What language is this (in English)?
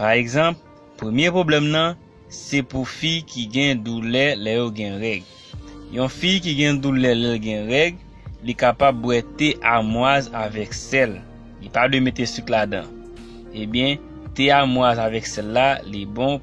Haitian Creole